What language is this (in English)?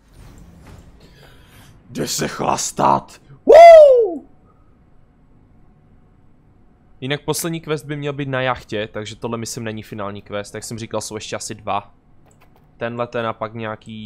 Czech